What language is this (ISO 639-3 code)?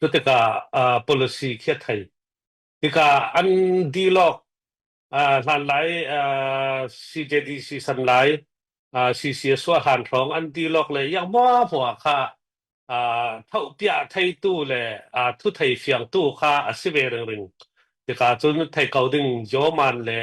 cfm